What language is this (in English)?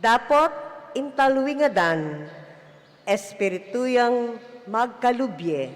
Pampanga